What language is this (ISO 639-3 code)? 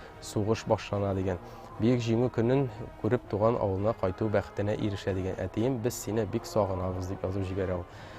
tat